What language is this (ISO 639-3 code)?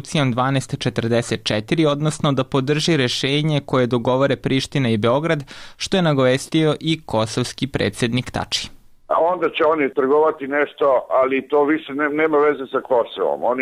srp